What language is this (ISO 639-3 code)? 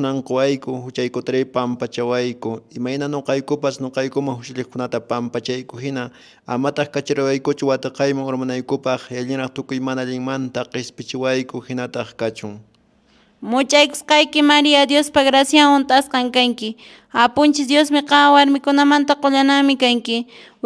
que